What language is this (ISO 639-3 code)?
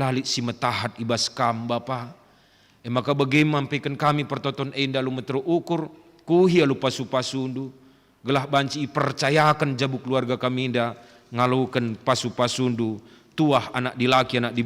btx